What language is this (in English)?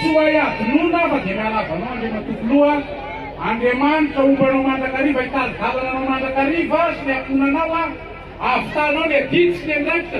Malagasy